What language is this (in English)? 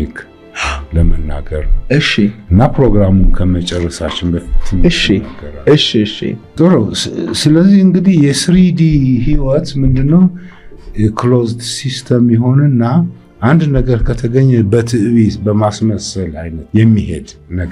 Amharic